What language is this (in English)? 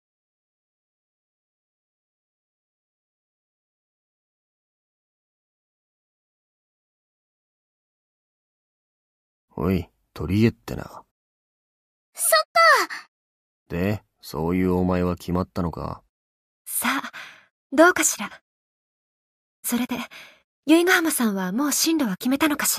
Japanese